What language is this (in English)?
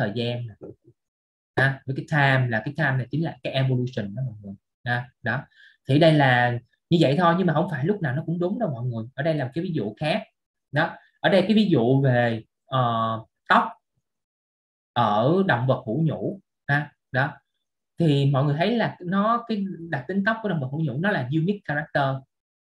Vietnamese